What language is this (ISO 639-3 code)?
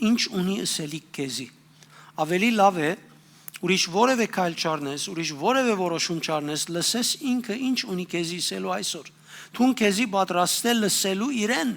hyw